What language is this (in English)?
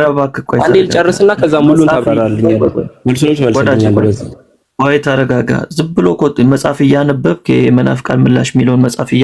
Amharic